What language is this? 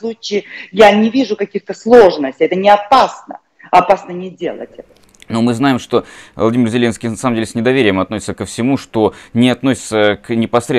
Russian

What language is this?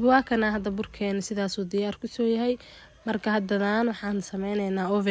Somali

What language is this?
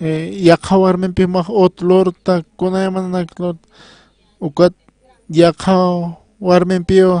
Aymara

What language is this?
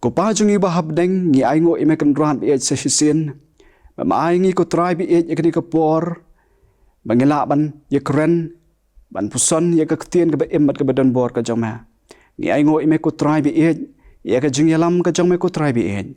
Khasi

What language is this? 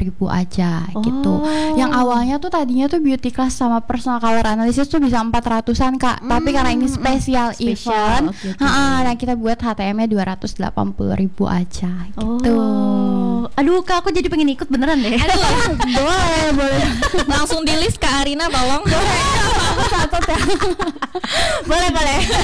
Indonesian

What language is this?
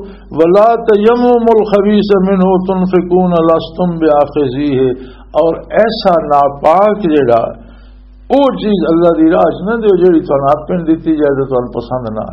Western Panjabi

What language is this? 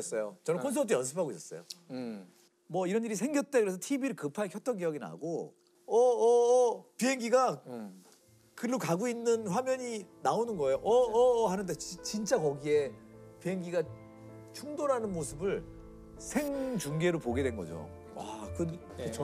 Korean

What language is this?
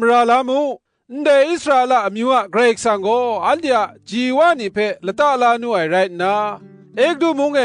Kachin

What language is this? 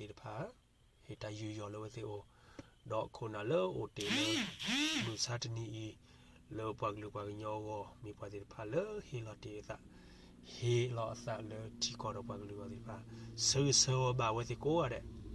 S'gaw Karen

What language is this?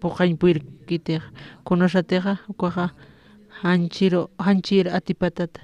Aymara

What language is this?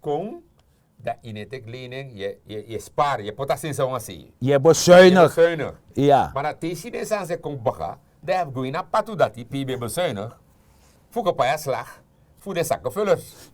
Sranan Tongo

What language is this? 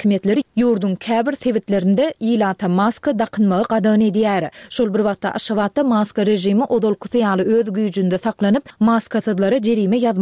Turkmen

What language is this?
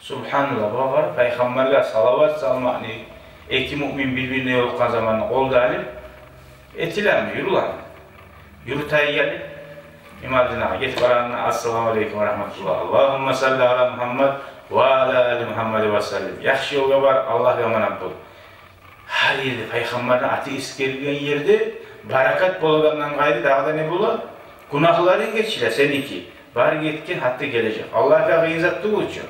Kumyk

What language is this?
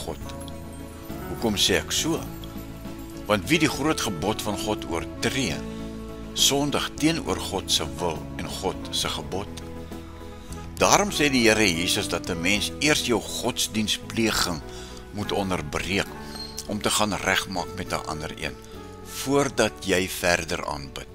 Afrikaans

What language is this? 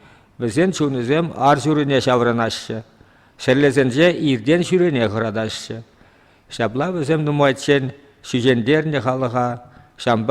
Chuvash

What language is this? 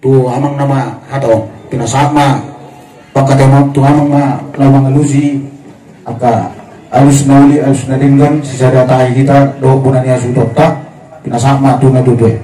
Batak Toba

